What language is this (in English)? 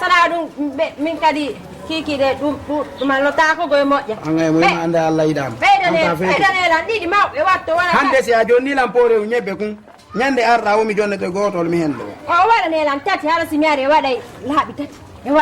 Fula